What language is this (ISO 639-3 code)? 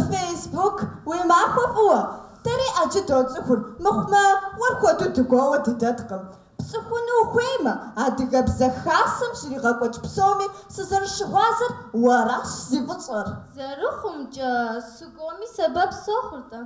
kbd